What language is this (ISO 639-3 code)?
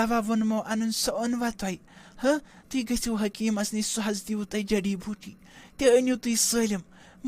kas